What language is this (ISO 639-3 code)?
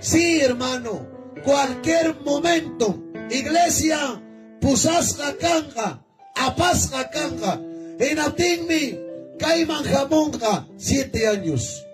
quy